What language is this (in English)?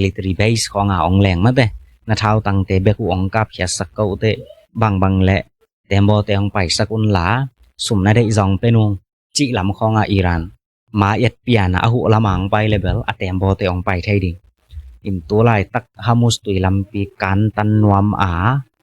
Tedim Chin